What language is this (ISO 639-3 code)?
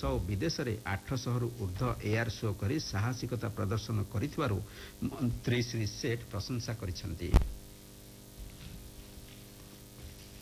ori